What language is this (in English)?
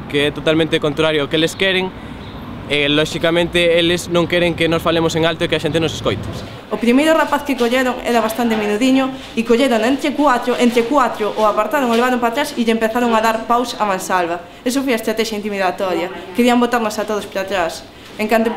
Galician